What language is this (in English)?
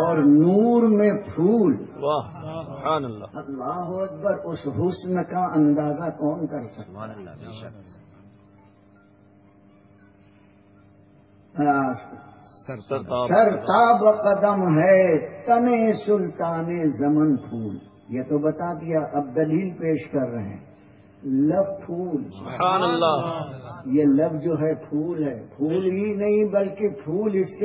Urdu